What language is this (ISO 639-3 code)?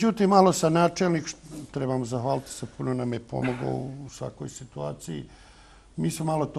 bos